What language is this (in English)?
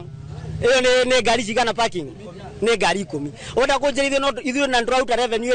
Kikuyu